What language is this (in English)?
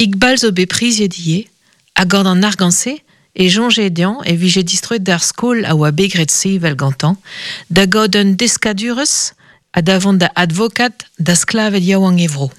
Breton